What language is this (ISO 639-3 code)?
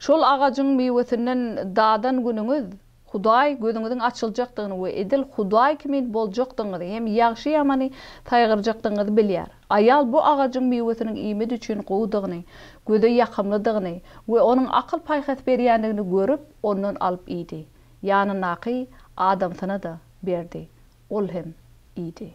tuk